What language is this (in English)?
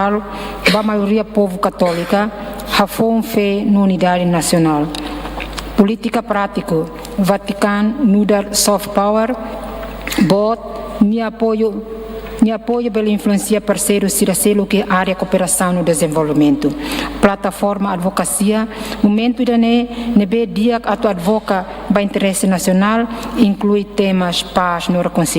Tetum